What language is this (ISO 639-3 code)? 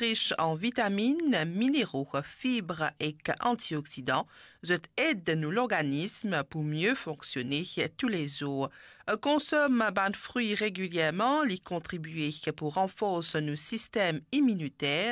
mfe